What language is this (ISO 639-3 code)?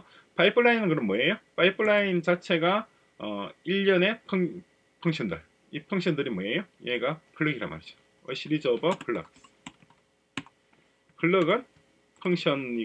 kor